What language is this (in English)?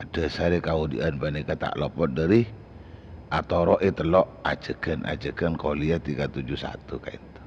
Madurese